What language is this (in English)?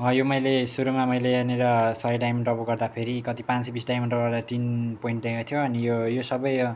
Nepali